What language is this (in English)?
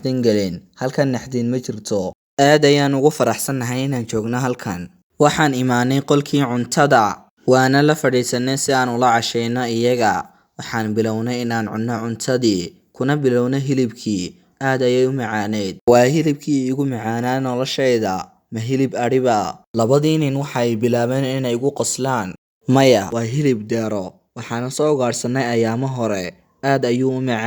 Somali